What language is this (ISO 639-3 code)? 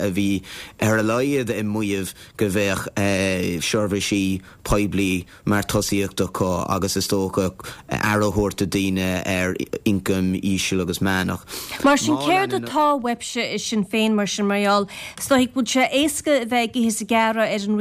gle